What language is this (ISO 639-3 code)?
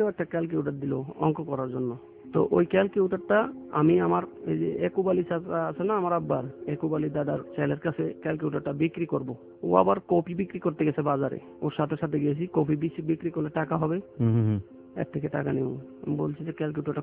ben